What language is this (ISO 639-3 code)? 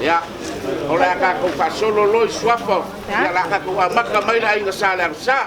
smo